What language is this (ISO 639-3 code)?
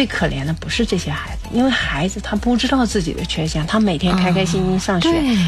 zho